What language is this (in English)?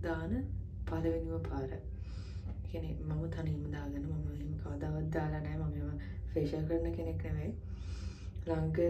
Sinhala